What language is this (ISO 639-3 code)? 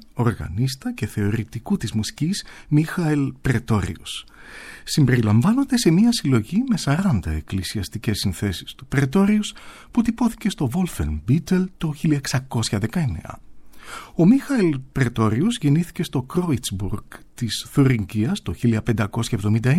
ell